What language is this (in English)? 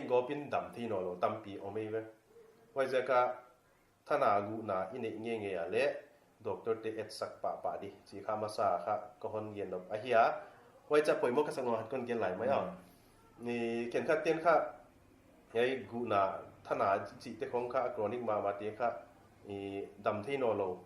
Paite Chin